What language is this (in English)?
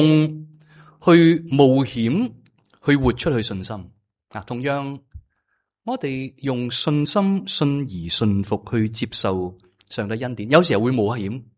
Cantonese